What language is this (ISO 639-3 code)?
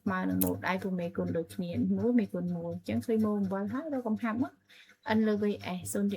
khm